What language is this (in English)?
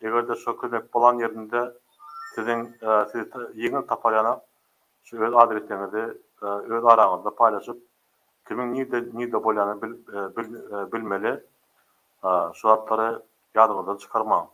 Turkmen